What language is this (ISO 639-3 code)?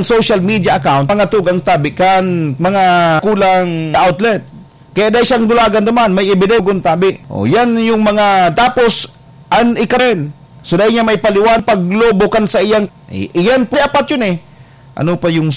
bik